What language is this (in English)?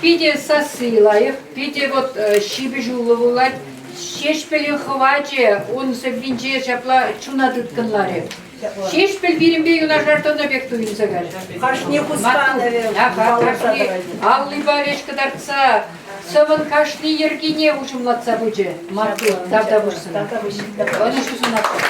Chuvash